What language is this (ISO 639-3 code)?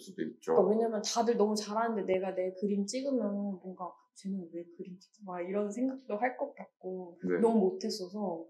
kor